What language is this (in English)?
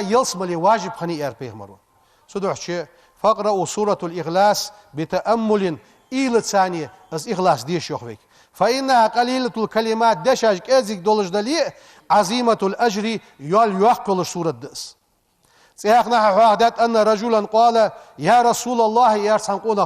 Ingush